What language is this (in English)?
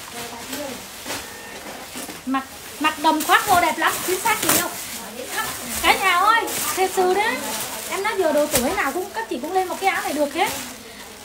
Vietnamese